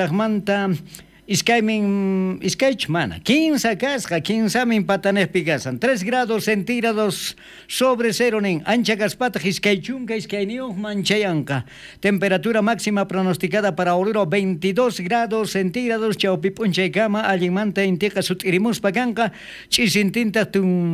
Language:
South Bolivian Quechua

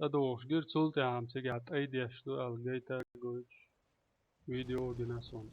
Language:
Chechen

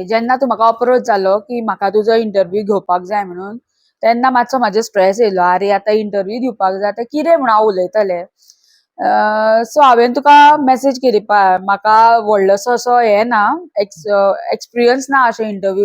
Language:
Konkani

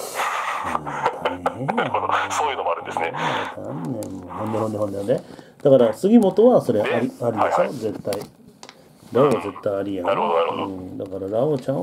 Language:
Japanese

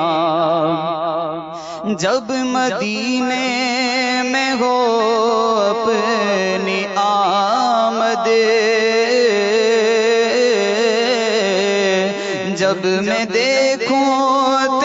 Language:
Urdu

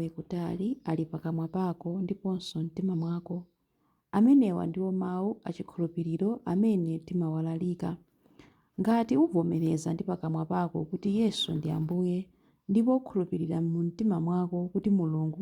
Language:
Nyanja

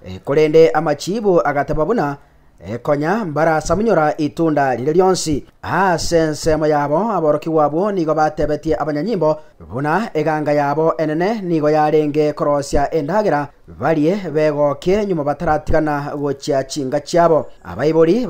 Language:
Gusii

